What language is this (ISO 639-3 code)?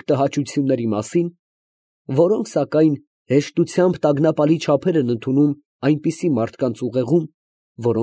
hye